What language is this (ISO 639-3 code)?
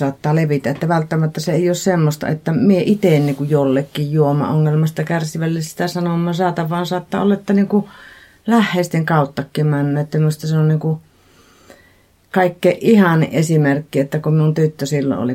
fin